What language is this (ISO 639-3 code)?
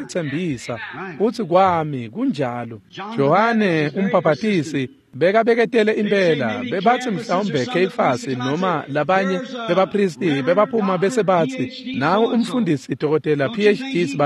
ssw